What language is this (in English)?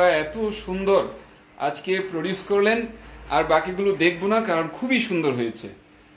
Bangla